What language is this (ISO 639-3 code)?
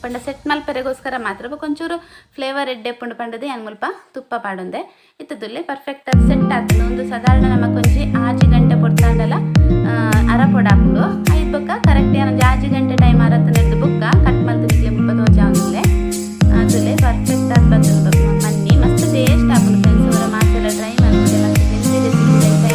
tcy